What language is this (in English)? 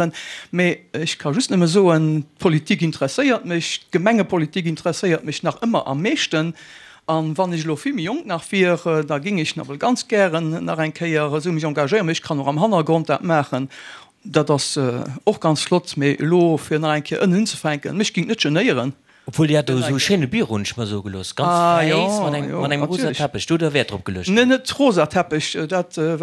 Luxembourgish